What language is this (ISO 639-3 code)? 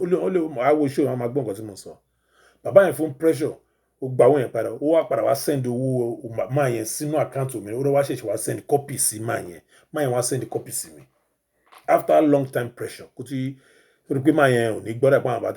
yor